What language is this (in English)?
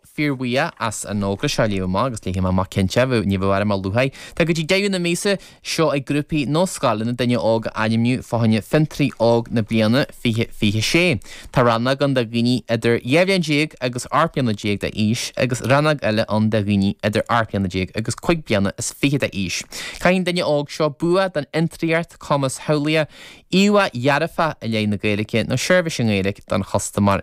Irish